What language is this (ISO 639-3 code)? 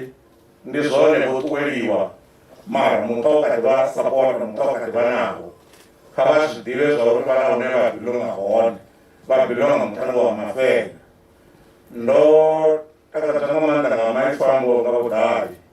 ven